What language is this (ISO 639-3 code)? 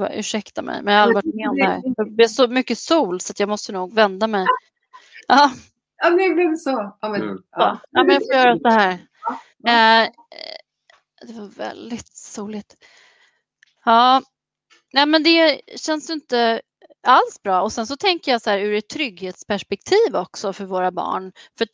swe